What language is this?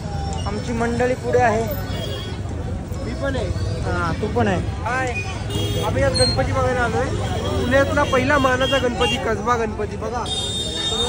Marathi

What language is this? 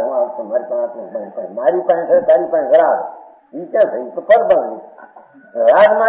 Gujarati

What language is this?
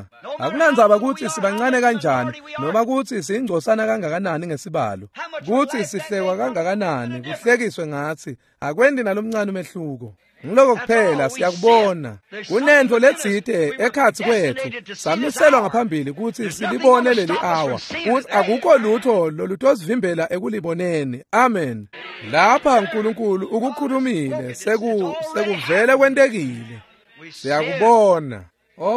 Swati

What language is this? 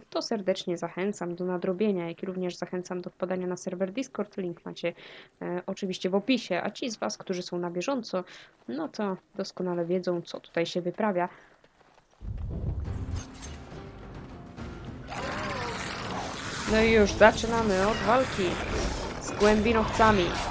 Polish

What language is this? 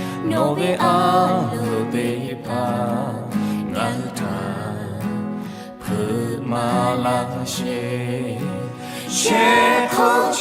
Lahu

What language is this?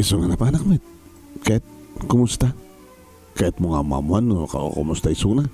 Iloko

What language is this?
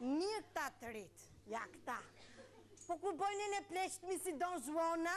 Albanian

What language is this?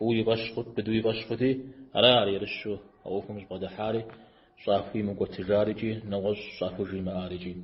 Kabardian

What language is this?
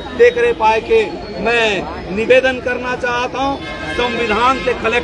Chhattisgarhi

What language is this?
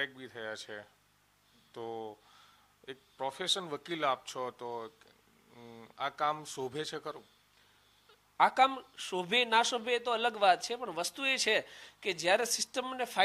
Gujarati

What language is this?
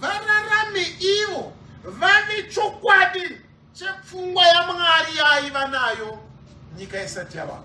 Shona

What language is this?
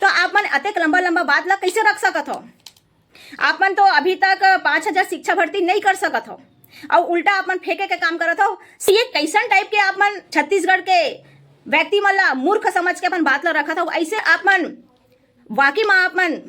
Chhattisgarhi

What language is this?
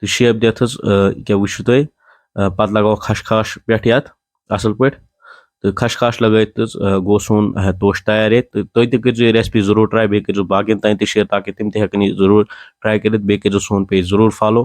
Kashmiri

